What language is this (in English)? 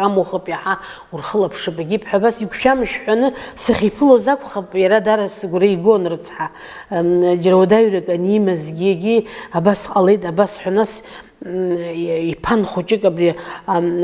Abkhazian